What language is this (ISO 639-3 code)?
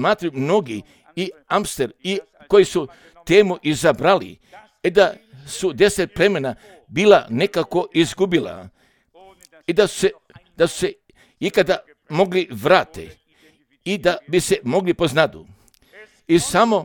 hrv